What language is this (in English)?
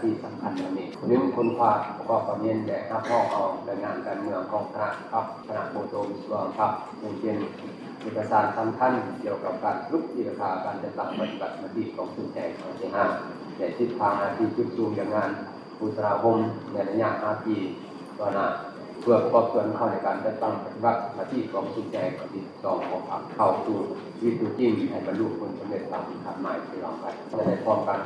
Lao